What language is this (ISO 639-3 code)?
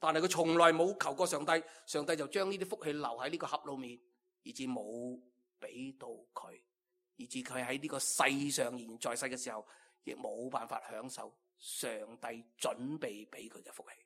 yue